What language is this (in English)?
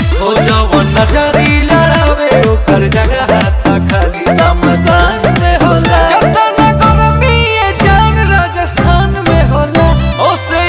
Bhojpuri